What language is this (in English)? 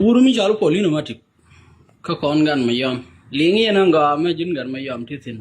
Nuer